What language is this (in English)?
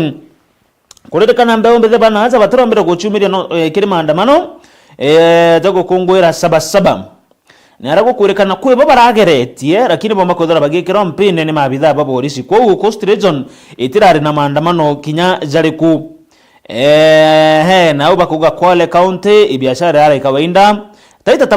Meru